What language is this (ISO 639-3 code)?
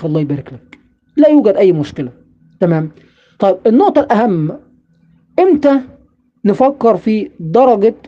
arz